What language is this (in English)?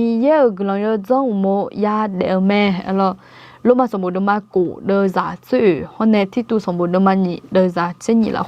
Akha